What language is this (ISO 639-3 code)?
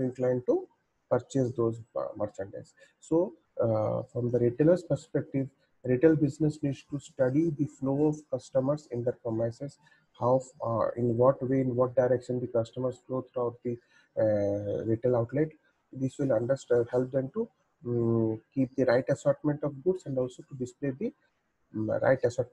eng